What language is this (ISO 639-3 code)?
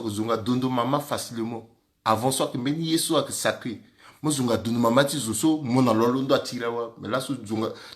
sag